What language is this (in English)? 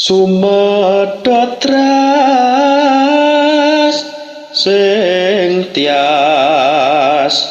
Javanese